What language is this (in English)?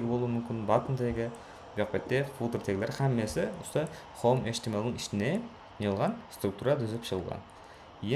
Kara-Kalpak